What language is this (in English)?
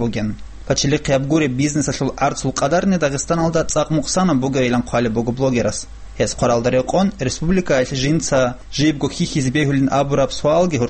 Avaric